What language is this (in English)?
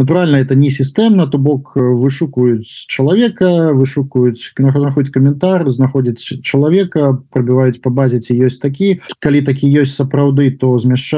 Belarusian